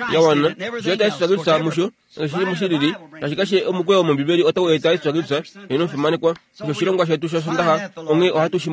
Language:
Kuanyama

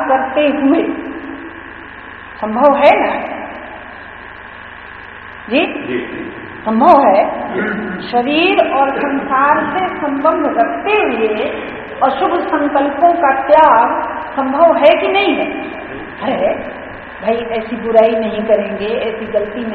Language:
Hindi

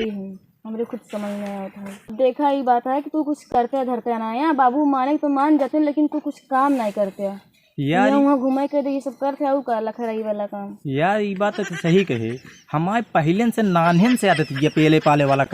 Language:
Awadhi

